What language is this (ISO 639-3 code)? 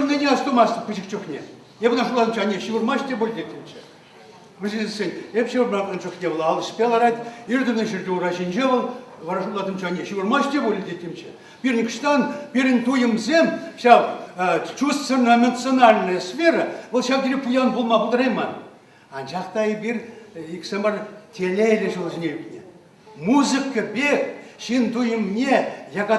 chv